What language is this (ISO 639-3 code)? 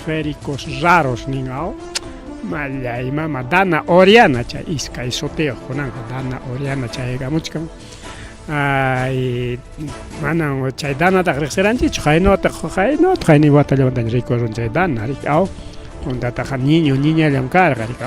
quy